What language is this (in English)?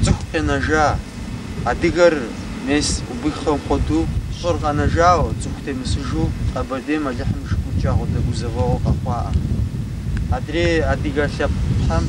Kabardian